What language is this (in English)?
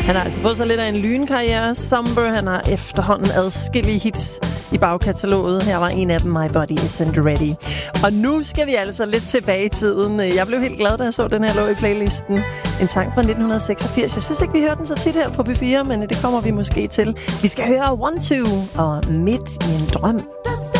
Danish